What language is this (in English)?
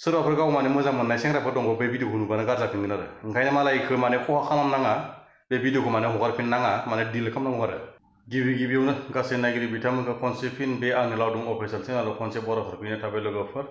Bodo